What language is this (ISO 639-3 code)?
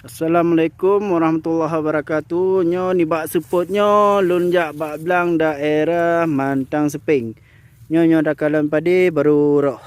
ace